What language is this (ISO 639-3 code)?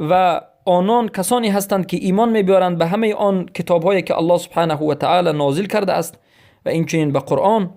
fas